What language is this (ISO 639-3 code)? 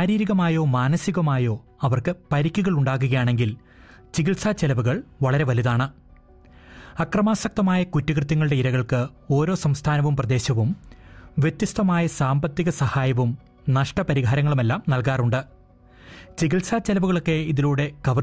mal